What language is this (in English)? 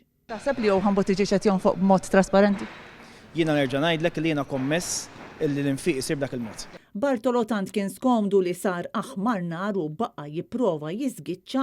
Maltese